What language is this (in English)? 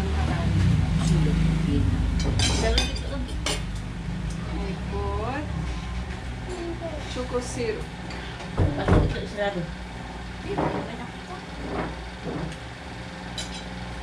Filipino